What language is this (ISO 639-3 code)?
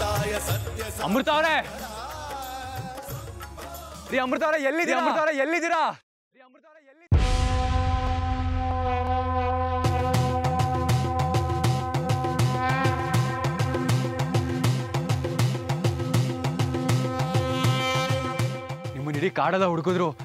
kan